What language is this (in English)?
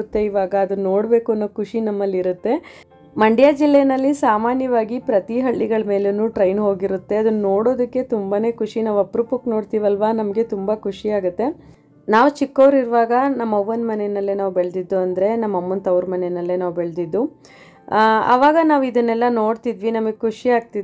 Kannada